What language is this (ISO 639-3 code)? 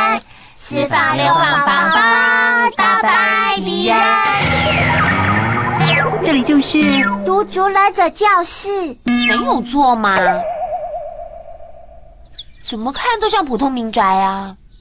zho